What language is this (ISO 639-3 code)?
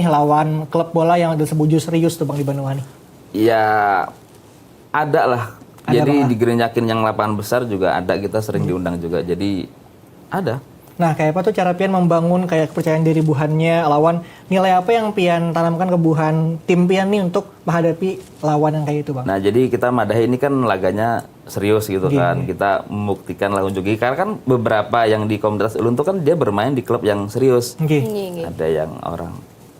bjn